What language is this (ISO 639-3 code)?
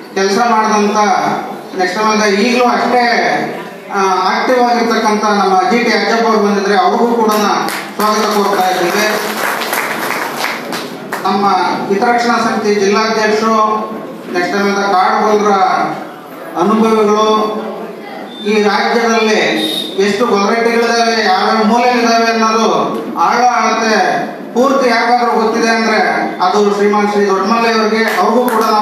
kan